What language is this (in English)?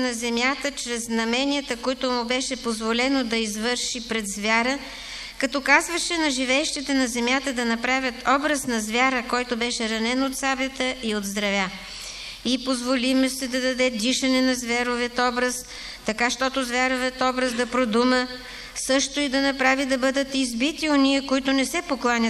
Bulgarian